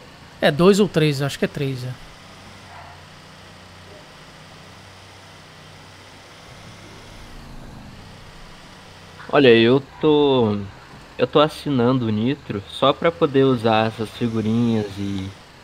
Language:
Portuguese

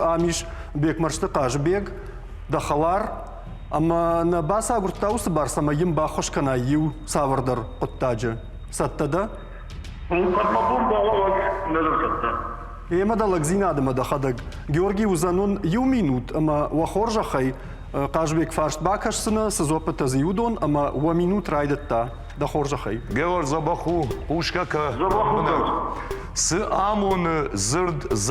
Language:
Ossetic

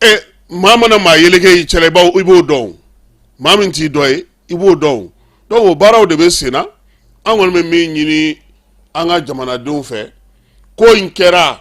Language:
Bambara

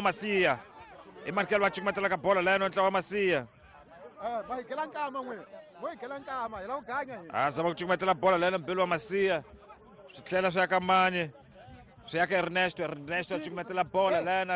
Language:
Tsonga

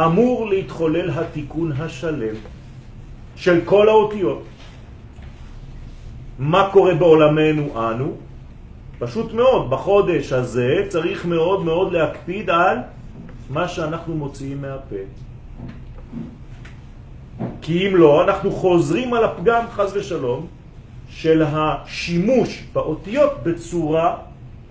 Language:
Hebrew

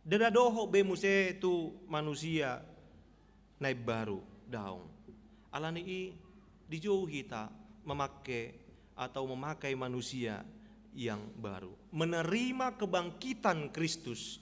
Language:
Batak Toba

